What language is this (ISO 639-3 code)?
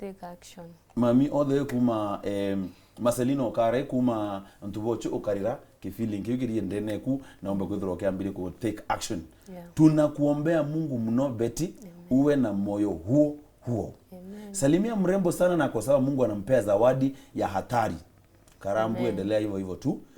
mer